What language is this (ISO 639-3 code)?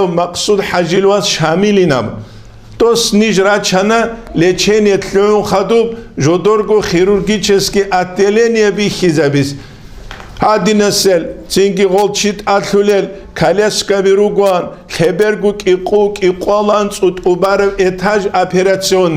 ava